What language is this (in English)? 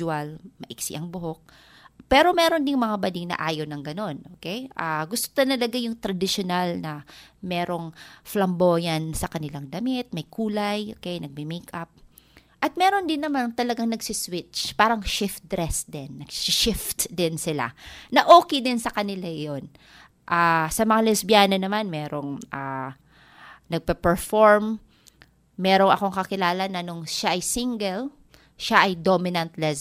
Filipino